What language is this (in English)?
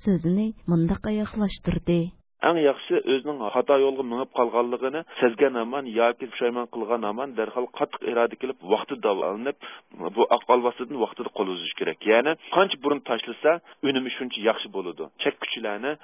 Uyghur